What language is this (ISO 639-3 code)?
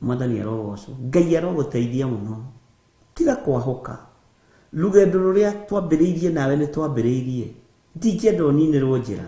kik